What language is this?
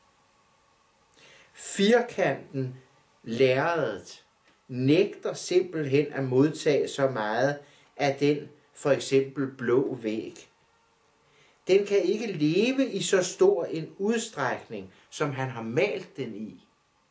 Danish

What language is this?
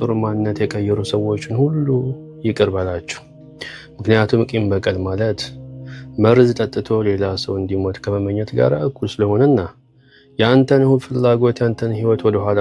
Amharic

